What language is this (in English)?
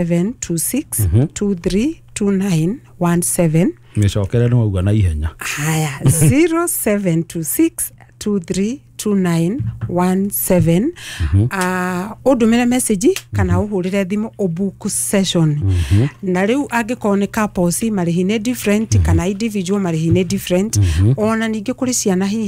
Kikuyu